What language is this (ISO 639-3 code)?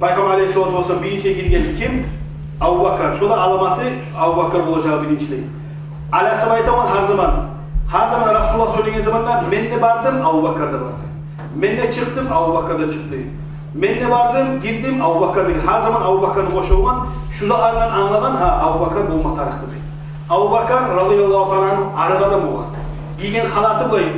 kum